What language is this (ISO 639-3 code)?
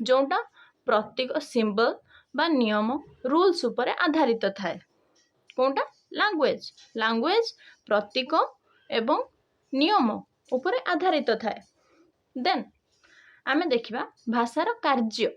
ori